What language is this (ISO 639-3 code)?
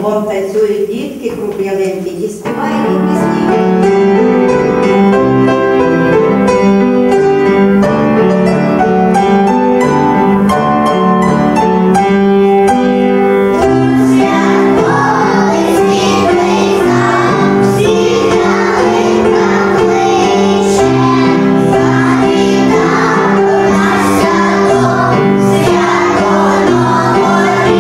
ukr